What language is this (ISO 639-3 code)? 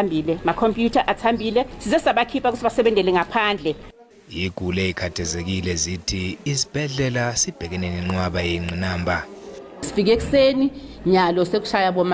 zul